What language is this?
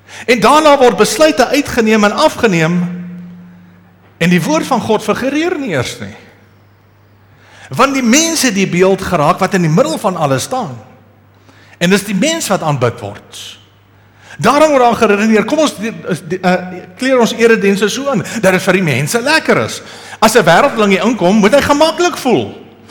Afrikaans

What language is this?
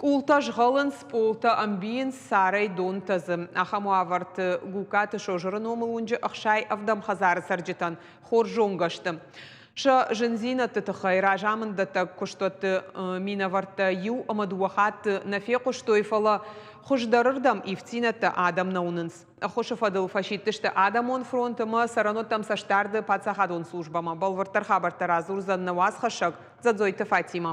Ossetic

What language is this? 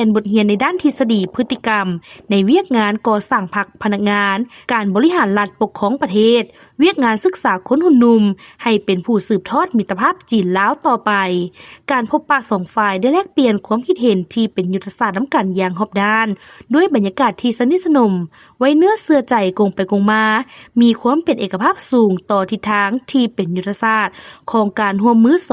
Lao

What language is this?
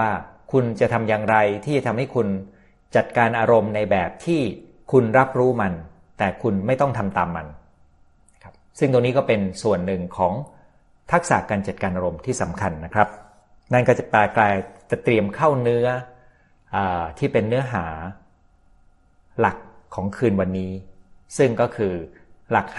Thai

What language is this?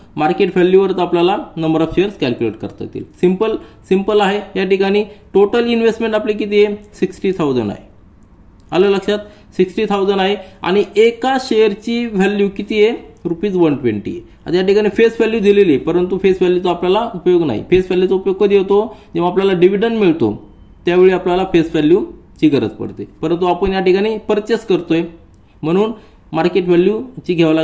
Marathi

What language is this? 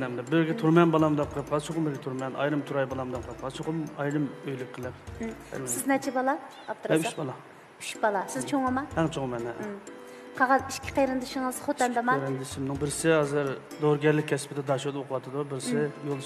Uyghur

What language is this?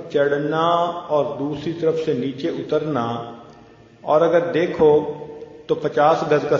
Urdu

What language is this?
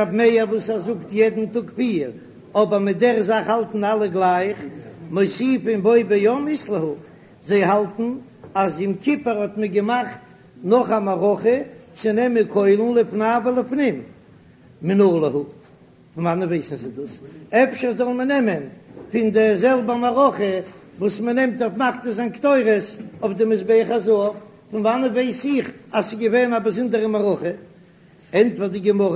Yiddish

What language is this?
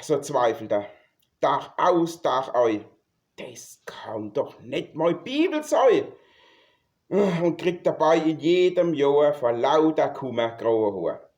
Palatine German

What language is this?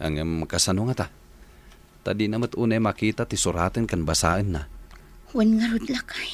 Iloko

